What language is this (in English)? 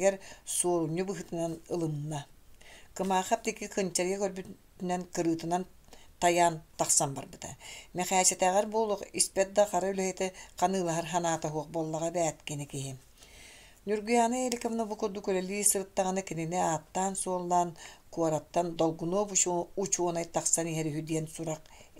Yakut